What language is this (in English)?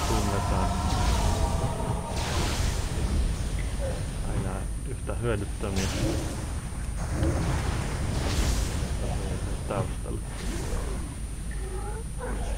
Finnish